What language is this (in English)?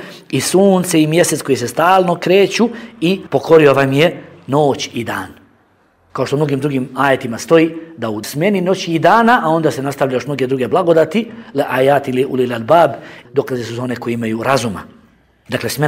Bosnian